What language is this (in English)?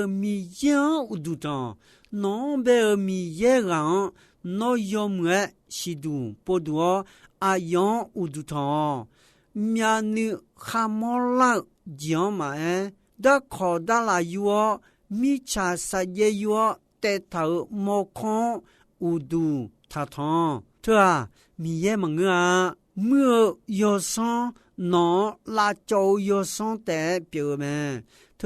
Akha